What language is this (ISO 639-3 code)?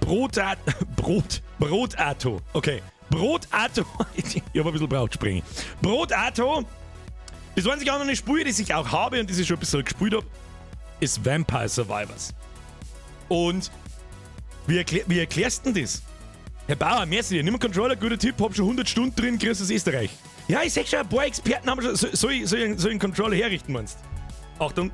bar